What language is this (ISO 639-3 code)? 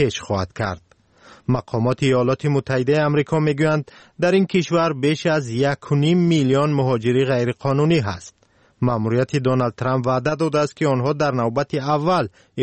fas